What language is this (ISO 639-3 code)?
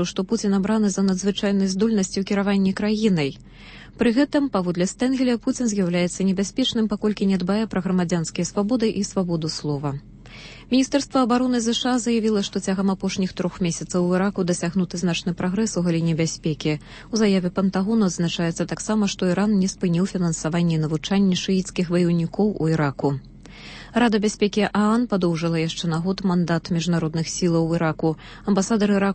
bel